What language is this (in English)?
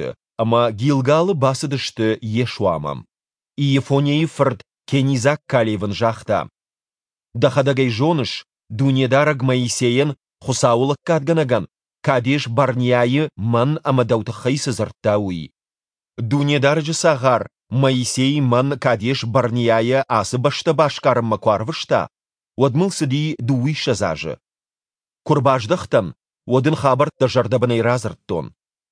Ossetic